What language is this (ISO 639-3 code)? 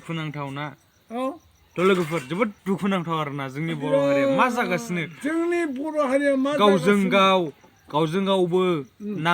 brx